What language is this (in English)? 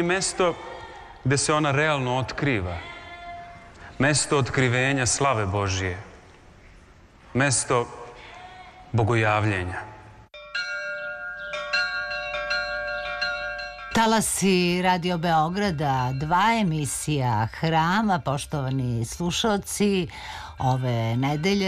Serbian